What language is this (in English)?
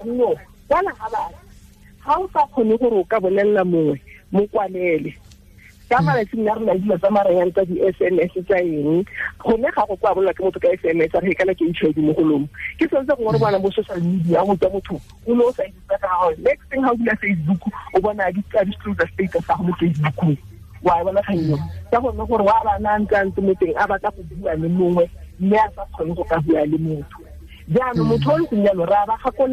Tswana